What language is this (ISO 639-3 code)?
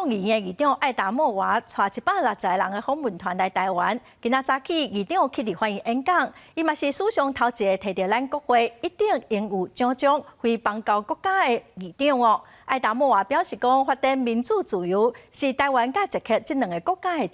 nan